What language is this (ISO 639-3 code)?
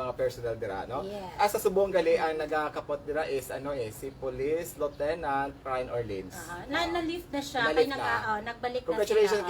hil